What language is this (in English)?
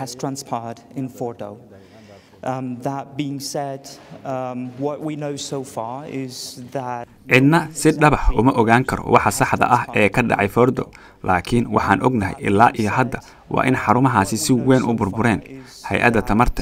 Somali